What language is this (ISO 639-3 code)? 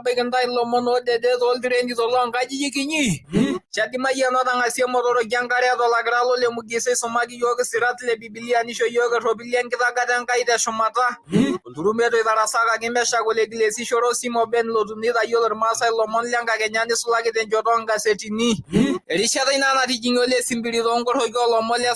mas